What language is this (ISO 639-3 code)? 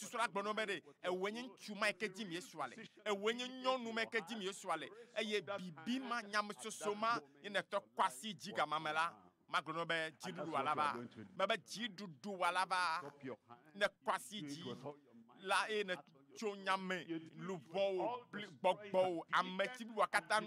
ewe